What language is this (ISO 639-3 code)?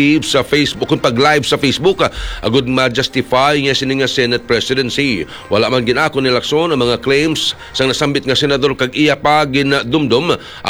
hil